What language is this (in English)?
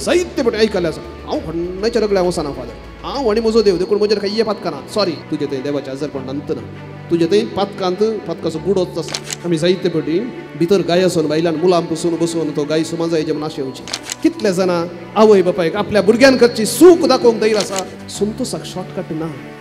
Konkani